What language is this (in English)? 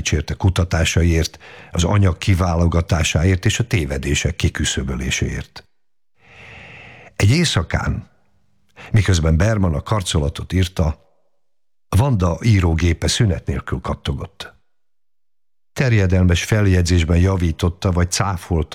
Hungarian